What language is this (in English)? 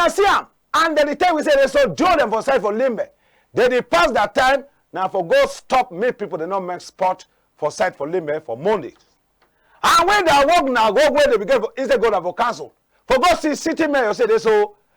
Cameroon Pidgin